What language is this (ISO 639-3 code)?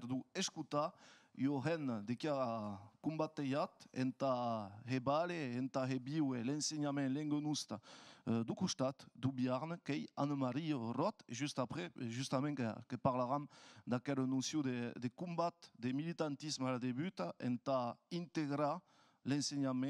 oci